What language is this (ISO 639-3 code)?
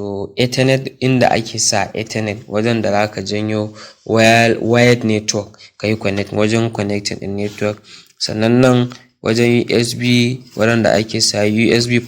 hau